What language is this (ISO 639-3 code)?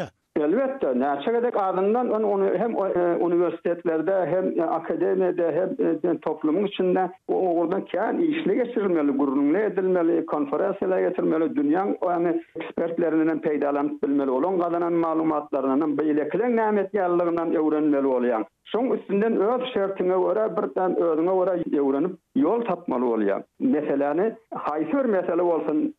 tuk